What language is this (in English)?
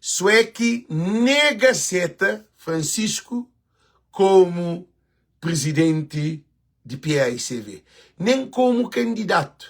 Kabuverdianu